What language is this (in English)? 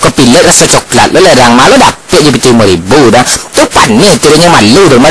Minangkabau